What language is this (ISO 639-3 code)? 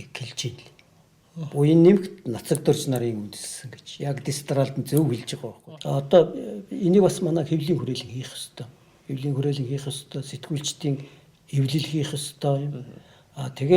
mon